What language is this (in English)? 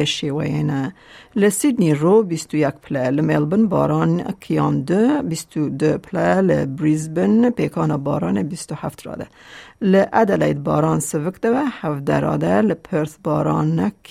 Kurdish